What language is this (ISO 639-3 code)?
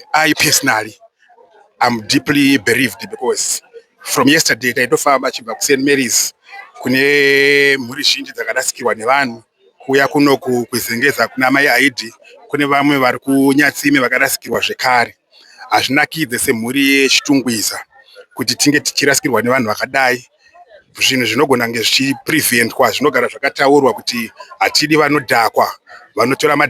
sna